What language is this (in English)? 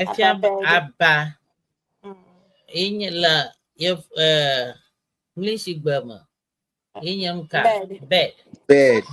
Ewe